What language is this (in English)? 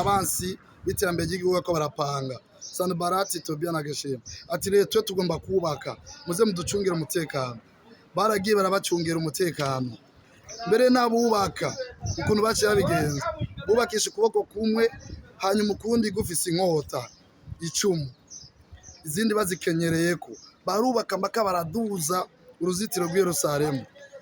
Rundi